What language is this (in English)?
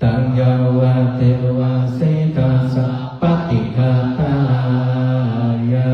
Pali